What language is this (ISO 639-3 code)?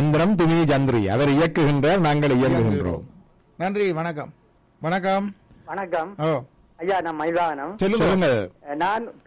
tam